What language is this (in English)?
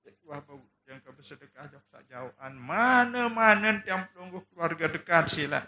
Sasak